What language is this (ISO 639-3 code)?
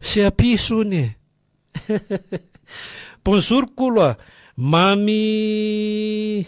mlg